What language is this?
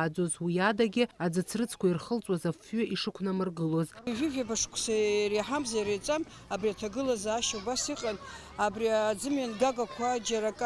Abkhazian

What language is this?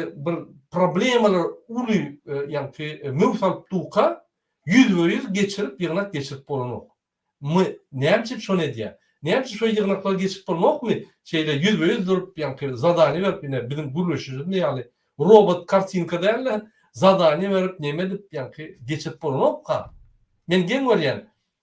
Turkmen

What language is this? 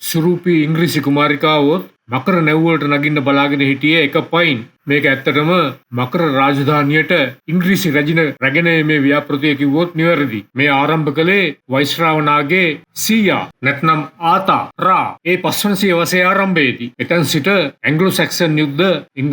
Sinhala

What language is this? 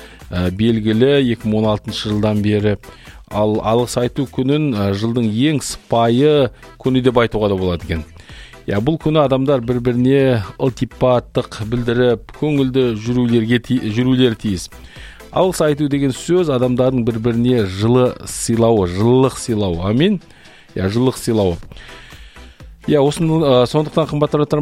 Kazakh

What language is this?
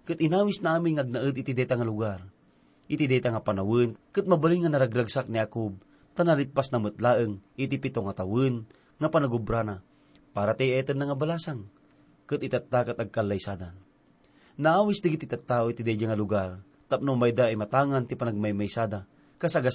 Iloko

